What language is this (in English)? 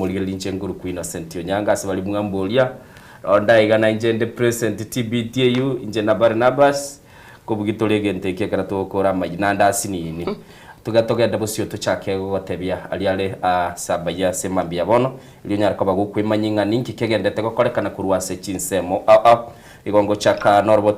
Gusii